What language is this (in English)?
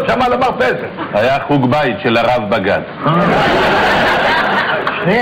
Hebrew